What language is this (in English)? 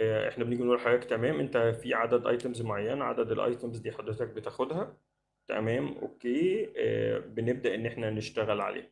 Egyptian Arabic